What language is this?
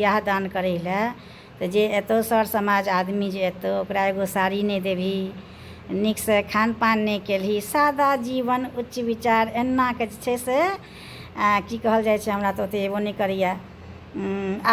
Maithili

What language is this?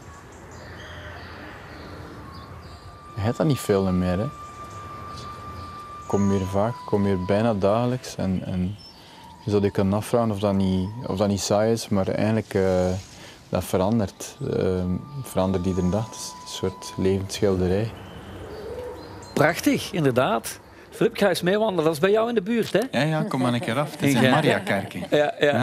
Dutch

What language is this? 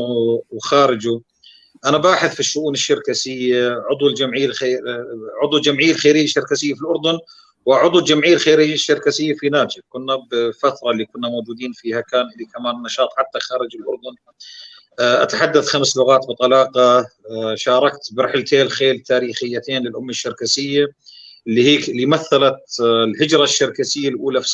North Levantine Arabic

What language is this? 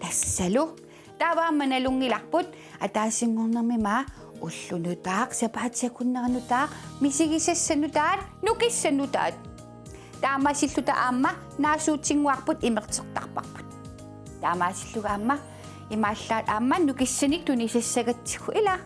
Kalaallisut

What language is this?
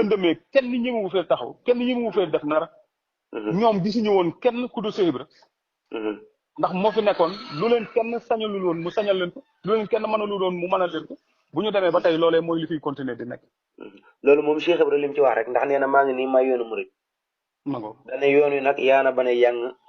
Wolof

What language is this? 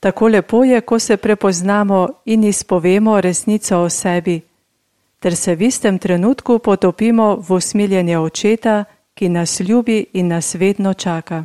Slovenian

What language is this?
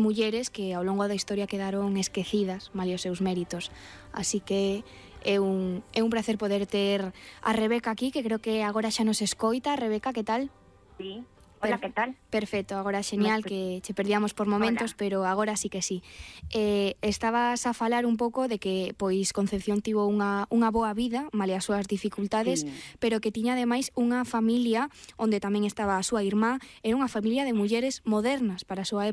Galician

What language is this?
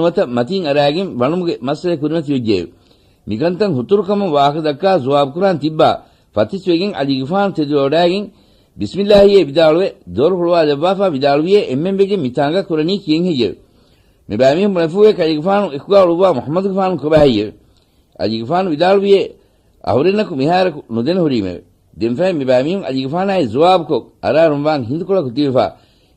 Divehi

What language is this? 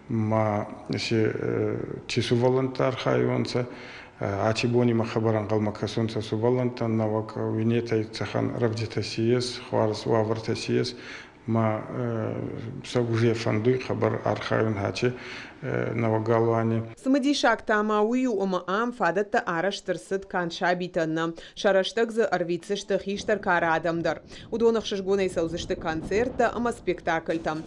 Ossetic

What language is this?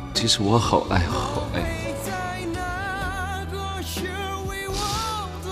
Chinese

